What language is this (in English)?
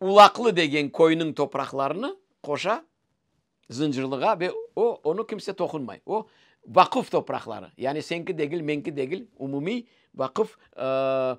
Crimean Tatar